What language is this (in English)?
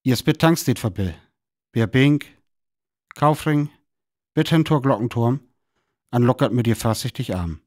Northern Frisian